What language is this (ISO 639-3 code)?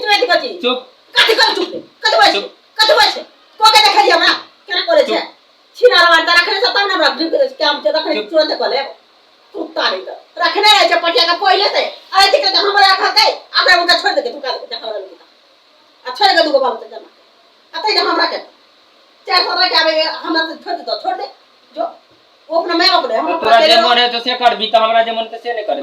mai